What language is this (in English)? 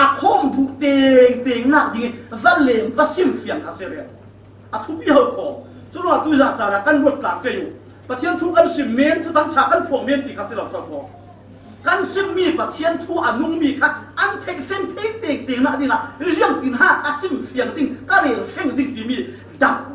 Falam Chin